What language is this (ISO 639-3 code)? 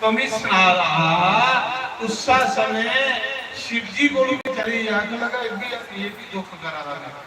doi